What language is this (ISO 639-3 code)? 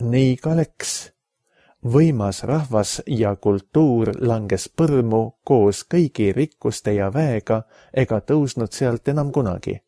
est